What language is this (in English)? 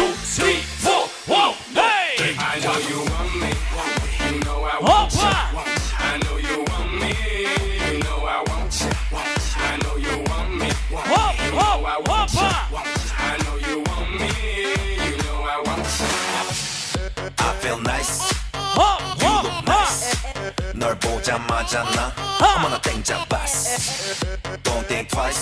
Kara-Kalpak